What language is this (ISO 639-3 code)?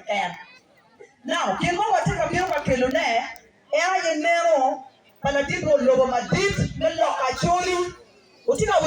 ach